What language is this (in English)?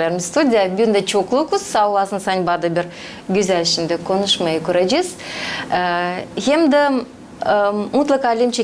Gagauz